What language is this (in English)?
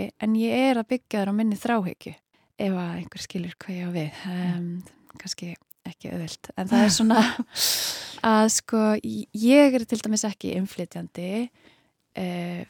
Icelandic